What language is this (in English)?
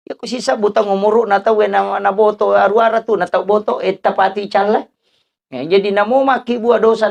Buginese